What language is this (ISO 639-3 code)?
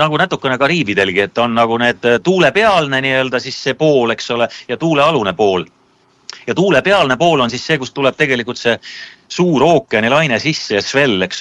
est